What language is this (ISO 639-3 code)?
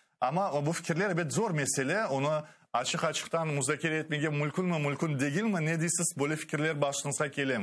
crh